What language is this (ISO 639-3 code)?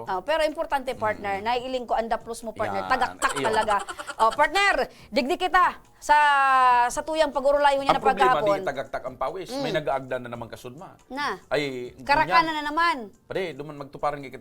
bik